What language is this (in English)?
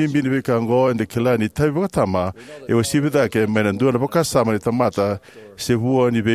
Fijian